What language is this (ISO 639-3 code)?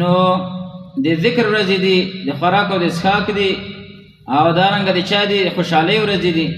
pus